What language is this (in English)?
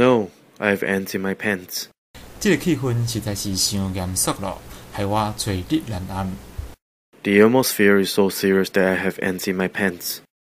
Min Nan Chinese